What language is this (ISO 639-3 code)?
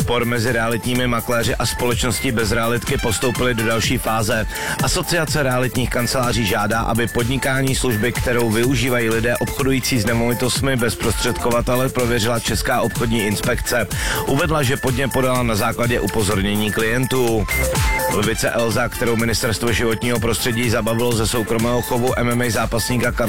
ces